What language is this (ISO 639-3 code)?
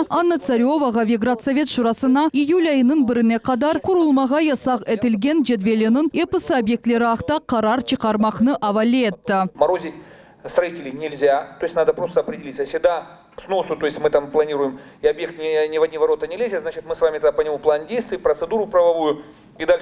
crh